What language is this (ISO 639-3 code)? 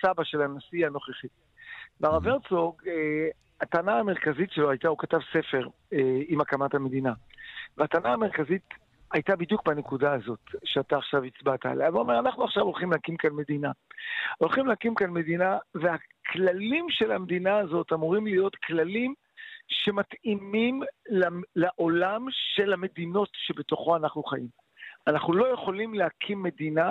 heb